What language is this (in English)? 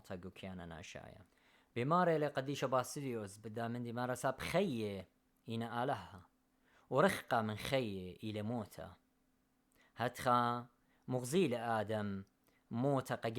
Assyrian Neo-Aramaic